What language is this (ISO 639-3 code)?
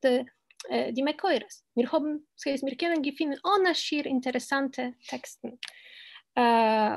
yid